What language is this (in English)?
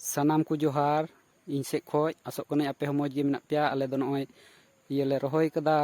Santali